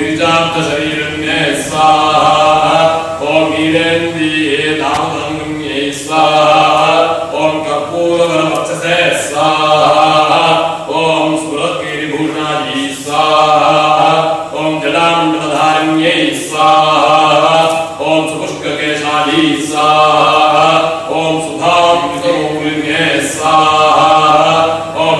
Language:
Sanskrit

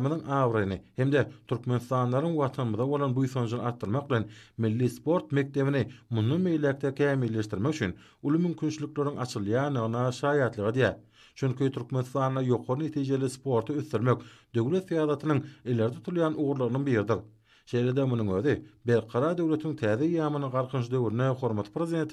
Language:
Turkmen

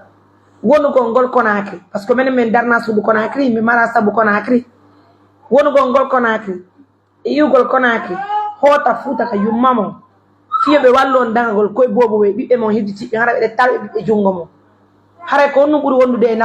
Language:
Pular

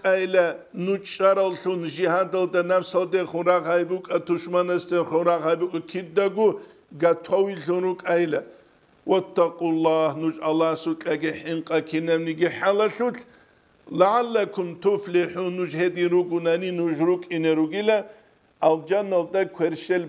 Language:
Avaric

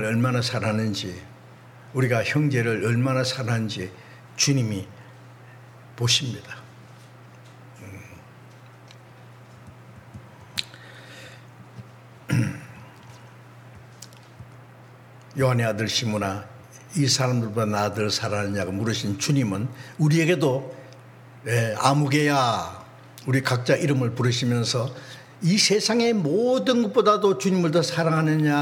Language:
Korean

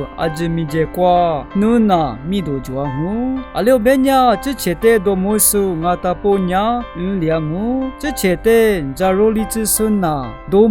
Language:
Lisu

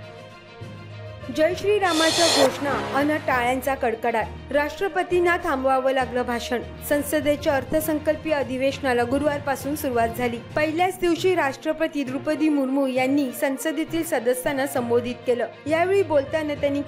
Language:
Marathi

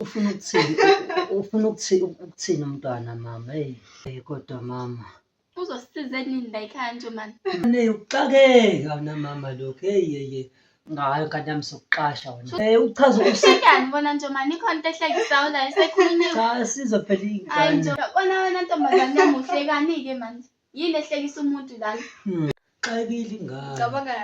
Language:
Zulu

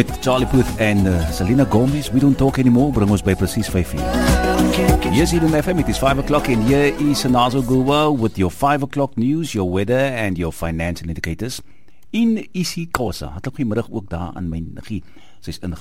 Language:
Afrikaans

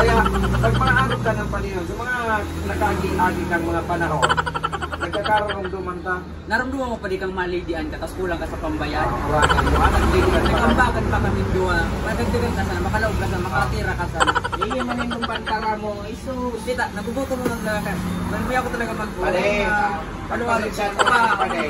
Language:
Bikol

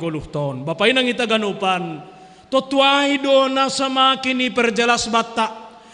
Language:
Batak Simalungun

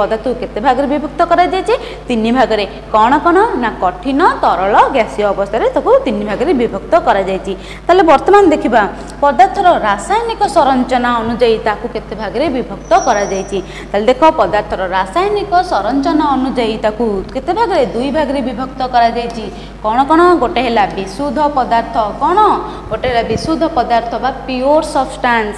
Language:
Odia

